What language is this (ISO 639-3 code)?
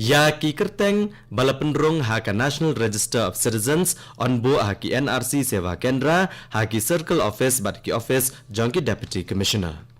kha